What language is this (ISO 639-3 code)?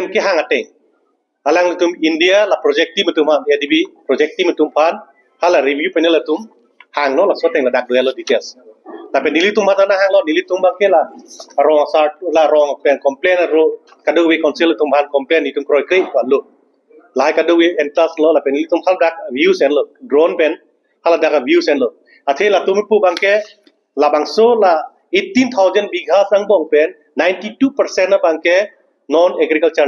mjw